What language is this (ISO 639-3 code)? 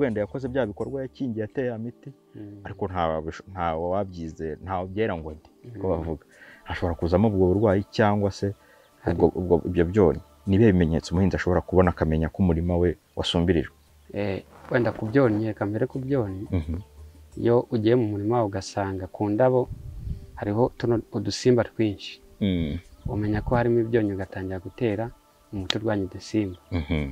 kin